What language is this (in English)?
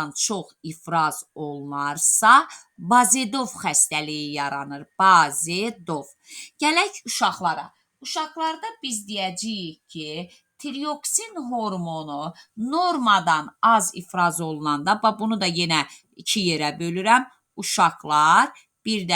Azerbaijani